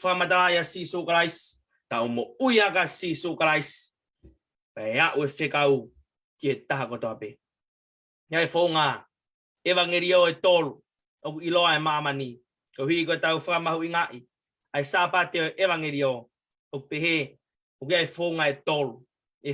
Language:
Tongan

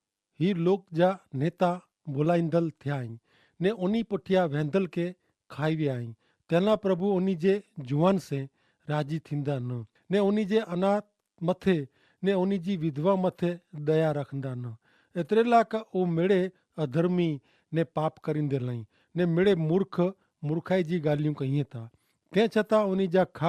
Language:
Kachhi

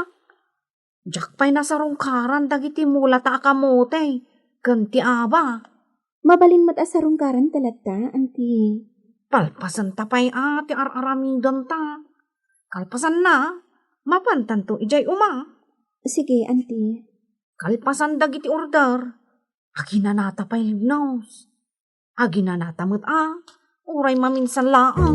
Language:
Iloko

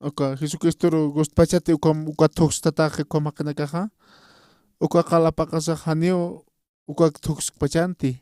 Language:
Aymara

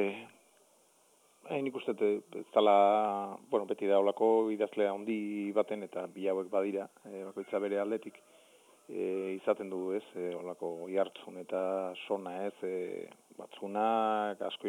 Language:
Basque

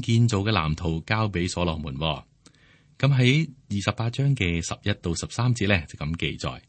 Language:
Cantonese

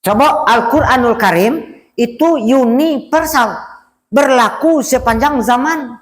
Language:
Minangkabau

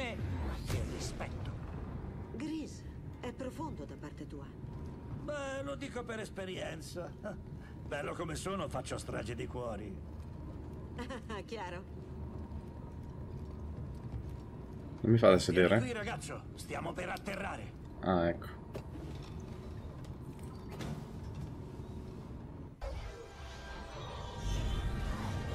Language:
Italian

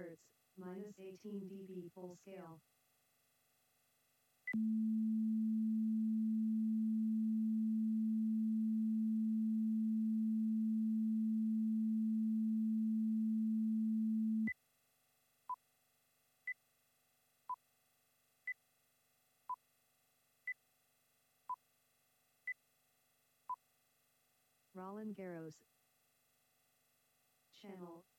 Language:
English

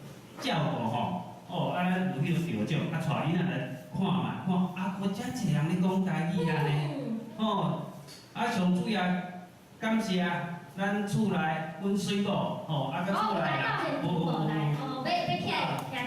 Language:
Min Nan Chinese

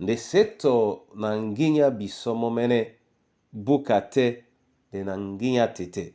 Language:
Duala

